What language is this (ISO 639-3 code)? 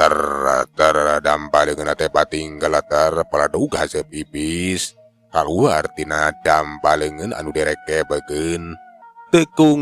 sun